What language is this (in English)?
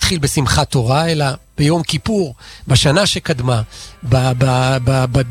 Hebrew